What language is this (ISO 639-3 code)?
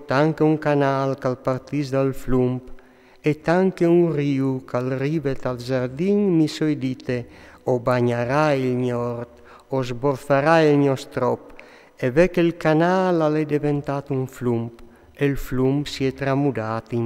fur